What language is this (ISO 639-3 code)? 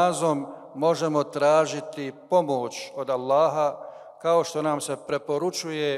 bos